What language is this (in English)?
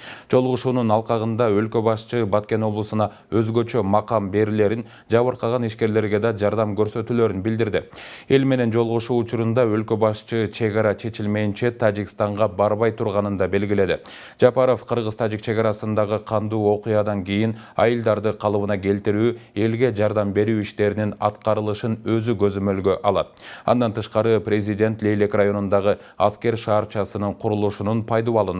Kyrgyz